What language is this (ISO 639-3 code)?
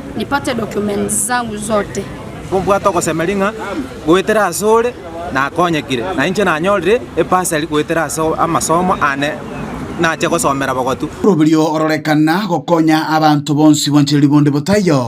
guz